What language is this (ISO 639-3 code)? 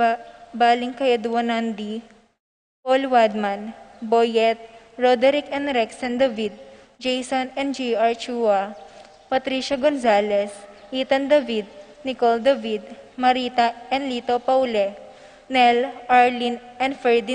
pam